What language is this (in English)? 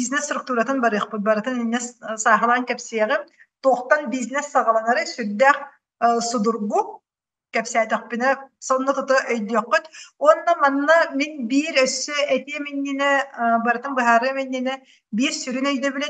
Yakut